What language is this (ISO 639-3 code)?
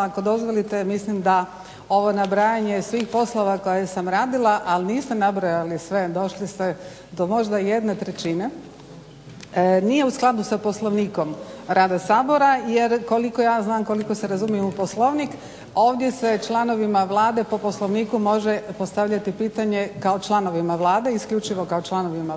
hrv